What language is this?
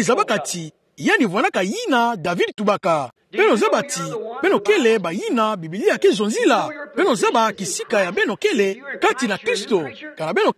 Kituba (Democratic Republic of Congo)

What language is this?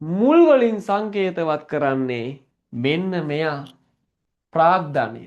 Sinhala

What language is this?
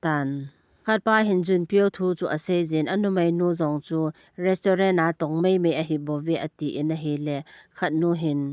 Thado Chin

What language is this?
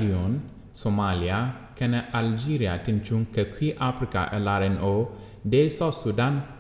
Nuer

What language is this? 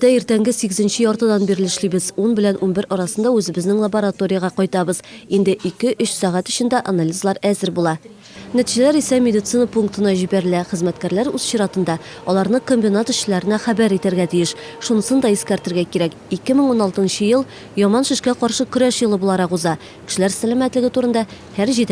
Tatar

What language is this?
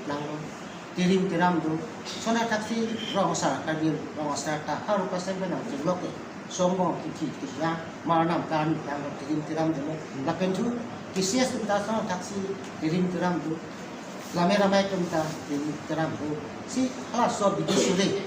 Karbi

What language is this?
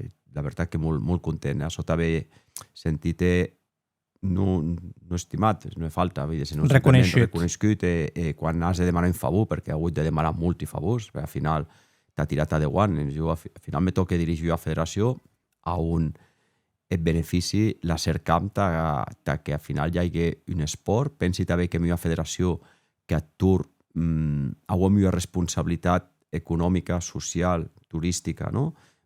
Occitan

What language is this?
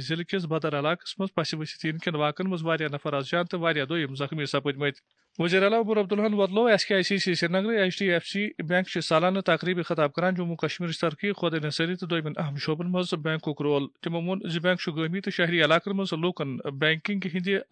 Kashmiri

